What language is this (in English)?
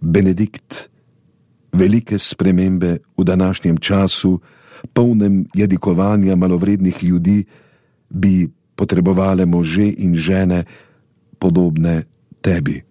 Slovenian